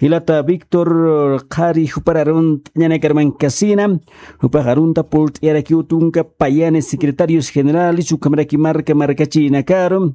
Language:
Aymara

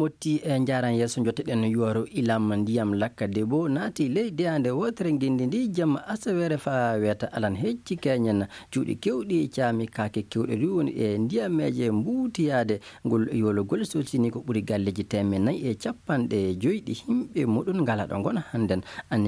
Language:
Maasina Fulfulde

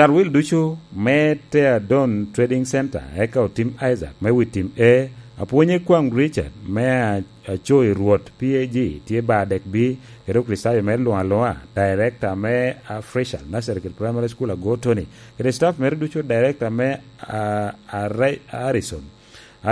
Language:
Lango (Uganda)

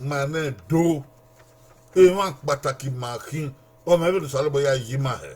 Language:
Bini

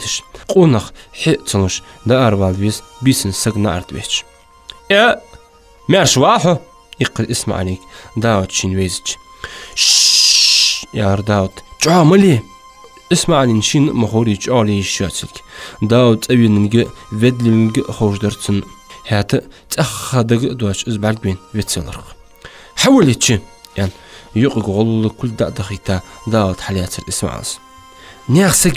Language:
Ingush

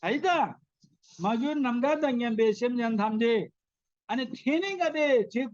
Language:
Eastern Tamang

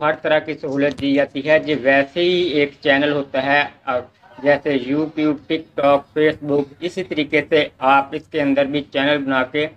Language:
Urdu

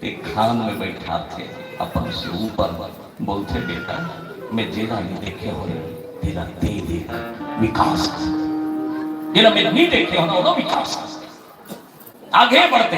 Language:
Chhattisgarhi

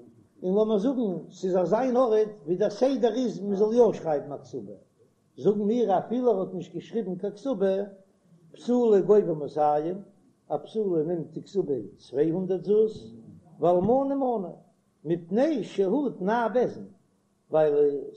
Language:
Yiddish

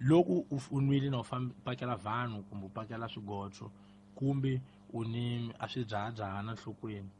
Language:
Tsonga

